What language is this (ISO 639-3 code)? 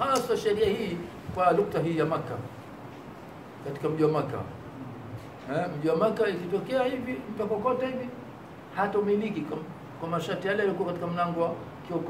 swa